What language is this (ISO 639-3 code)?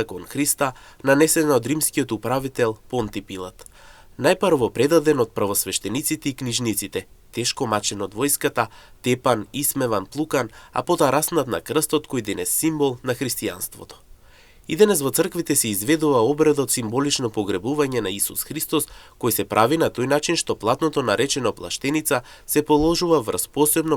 mkd